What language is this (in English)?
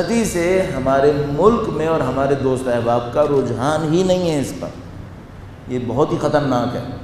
Urdu